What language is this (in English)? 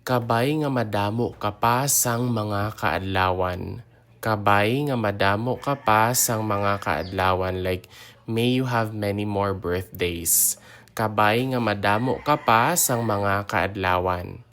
Hiligaynon